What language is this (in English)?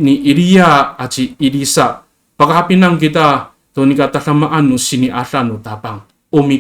Amis